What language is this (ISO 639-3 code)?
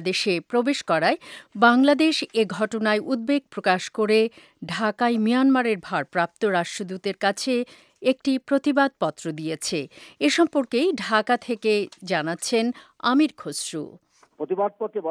ben